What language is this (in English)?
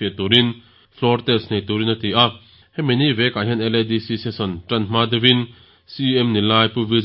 Mizo